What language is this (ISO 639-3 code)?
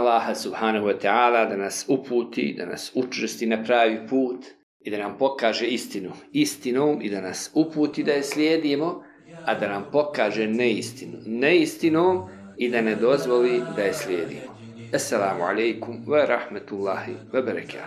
bos